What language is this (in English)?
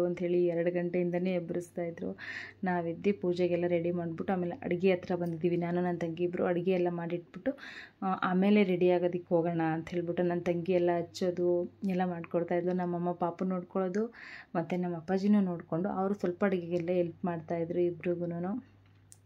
Kannada